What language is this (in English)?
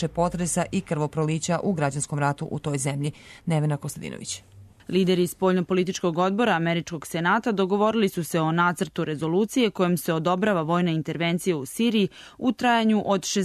Serbian